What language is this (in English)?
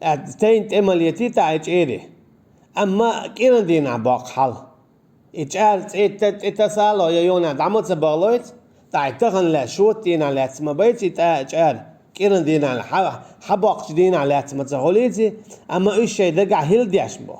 Chechen